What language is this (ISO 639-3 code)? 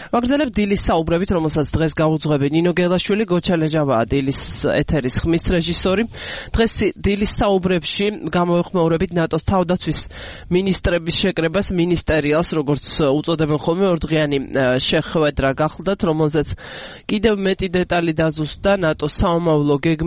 kat